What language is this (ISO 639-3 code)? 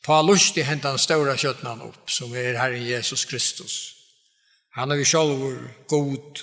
fao